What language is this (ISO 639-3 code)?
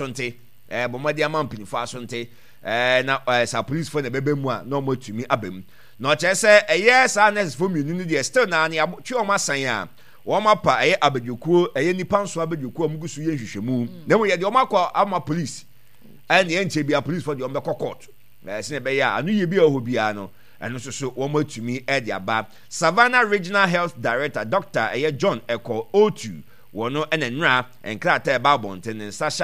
aka